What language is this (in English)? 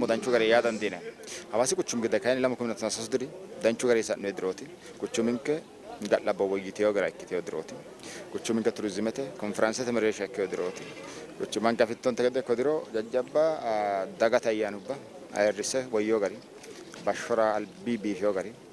Sidamo